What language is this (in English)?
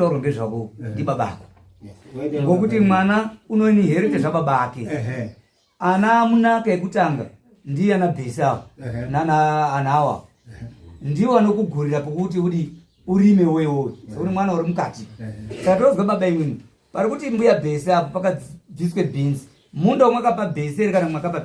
Shona